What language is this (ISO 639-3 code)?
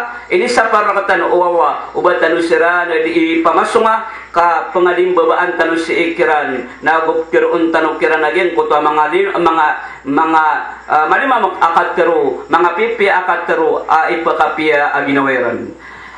mrw